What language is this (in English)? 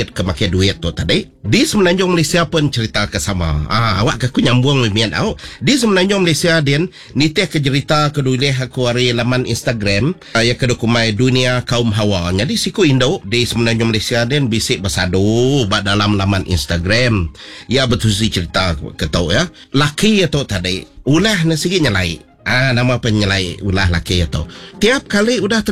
Iban